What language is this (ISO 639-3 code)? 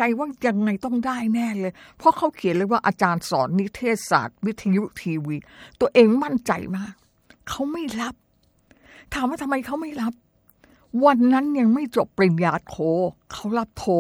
tha